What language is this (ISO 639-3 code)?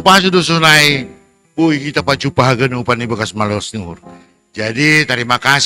bts